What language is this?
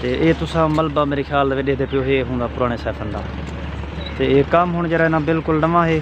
Saraiki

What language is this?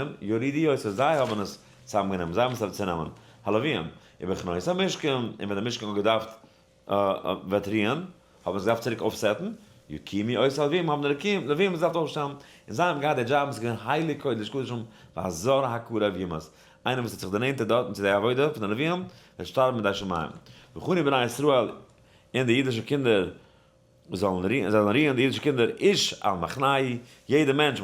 Yiddish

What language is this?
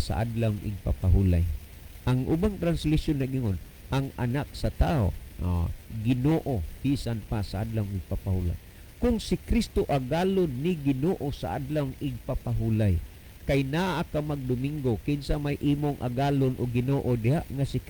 Cebuano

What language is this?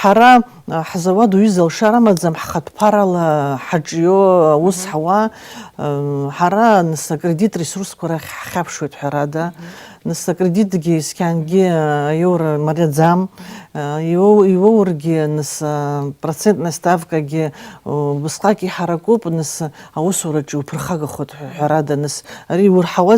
Abkhazian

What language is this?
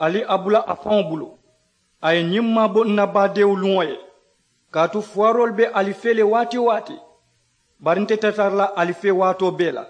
Mandingo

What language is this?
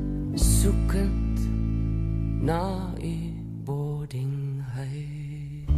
Afrikaans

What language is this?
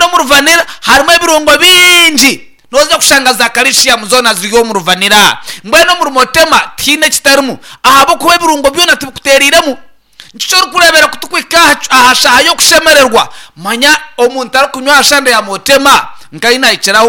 Nyankole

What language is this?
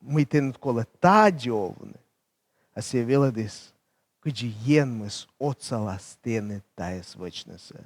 Komi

